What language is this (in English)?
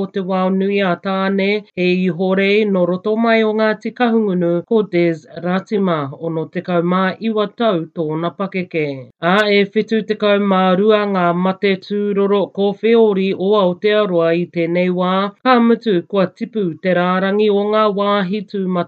Māori